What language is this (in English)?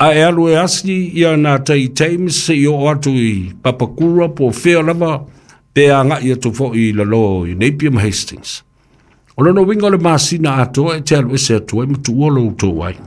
Samoan